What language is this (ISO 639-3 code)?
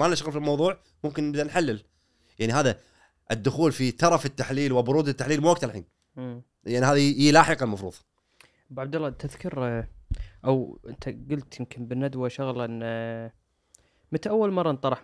afb